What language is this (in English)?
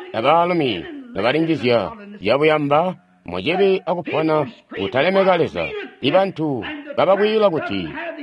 Tonga (Zambia)